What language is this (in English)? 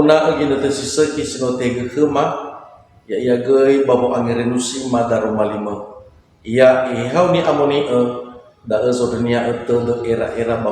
Nias